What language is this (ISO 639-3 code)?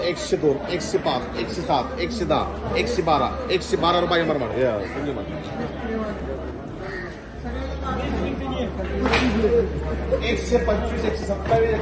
mar